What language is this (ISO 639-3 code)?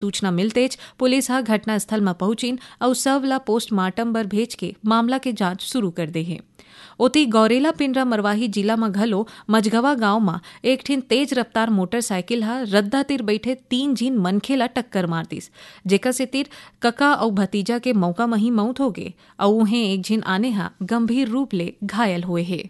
hne